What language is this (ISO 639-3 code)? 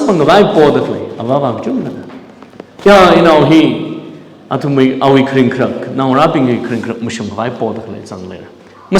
nmf